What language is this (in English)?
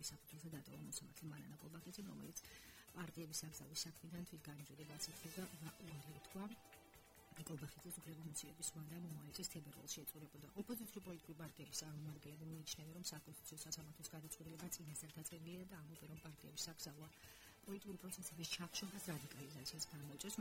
Georgian